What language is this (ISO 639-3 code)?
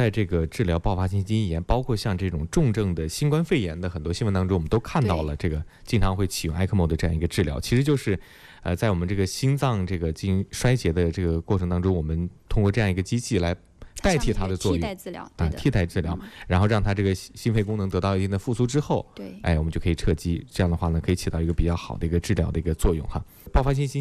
zho